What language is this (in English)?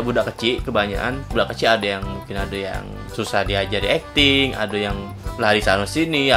Musi